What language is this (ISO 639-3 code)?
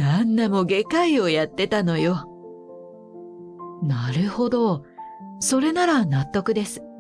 jpn